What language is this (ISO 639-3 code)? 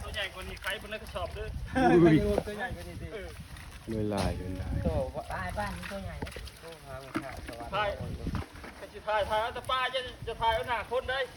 lao